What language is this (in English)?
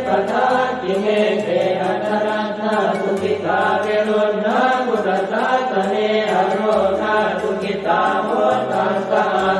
Pali